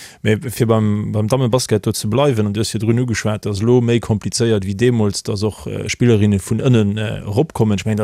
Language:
Luxembourgish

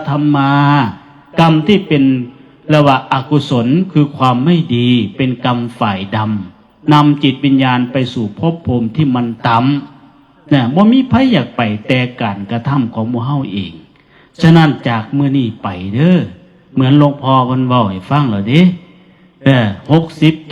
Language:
Northeastern Thai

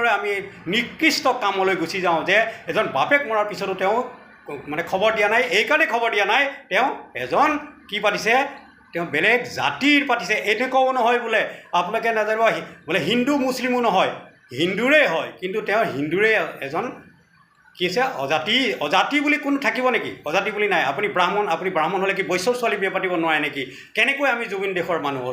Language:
Assamese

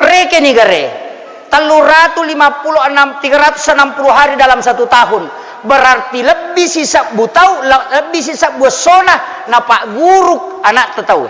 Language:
Buginese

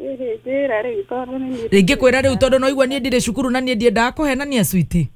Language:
Kikuyu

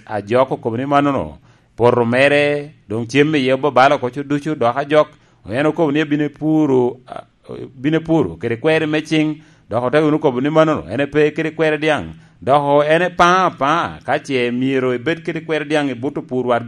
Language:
Lango (Uganda)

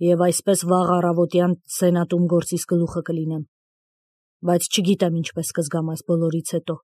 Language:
Armenian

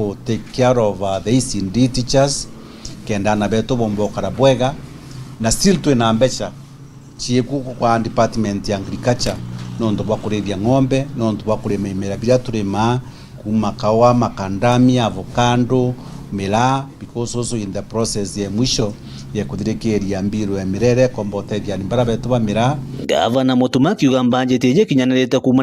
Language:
Meru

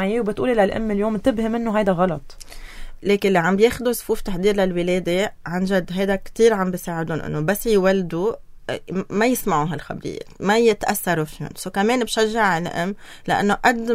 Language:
North Levantine Arabic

